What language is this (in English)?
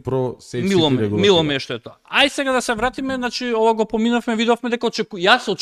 Macedonian